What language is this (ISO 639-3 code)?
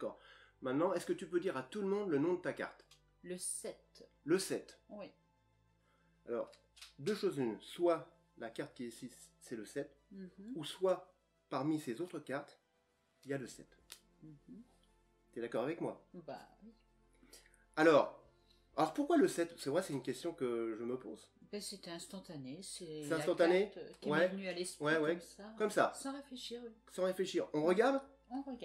fra